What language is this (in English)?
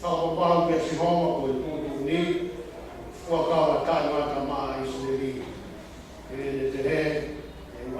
Tongan